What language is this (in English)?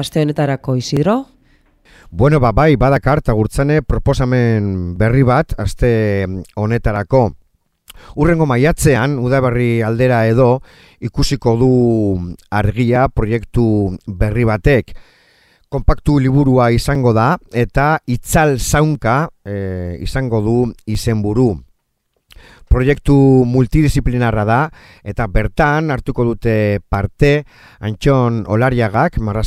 Basque